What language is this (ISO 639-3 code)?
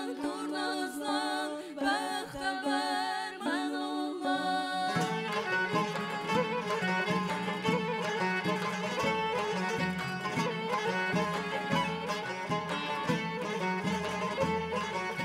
aze